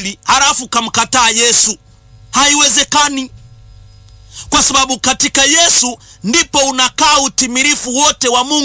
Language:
Swahili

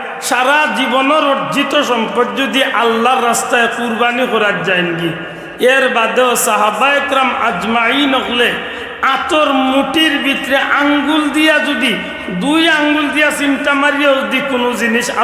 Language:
Sylheti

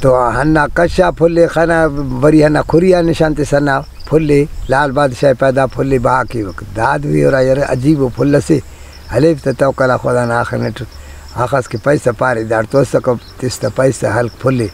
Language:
Brahui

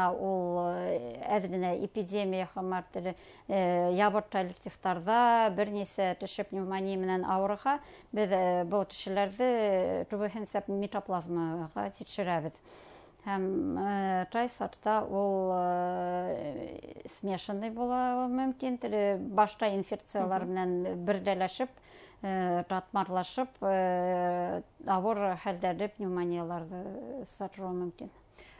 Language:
Bashkir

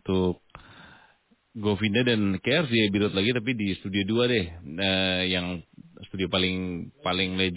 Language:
Indonesian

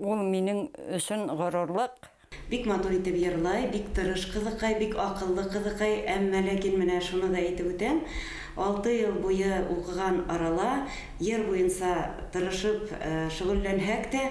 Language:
Bashkir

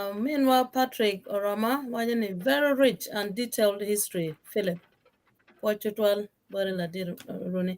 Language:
Acoli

